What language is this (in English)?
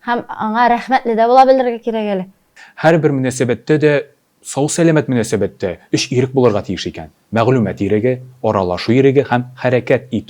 Tatar